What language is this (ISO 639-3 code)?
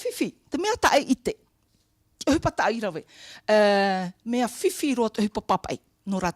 tah